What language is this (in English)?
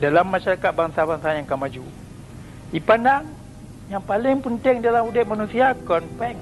Achinese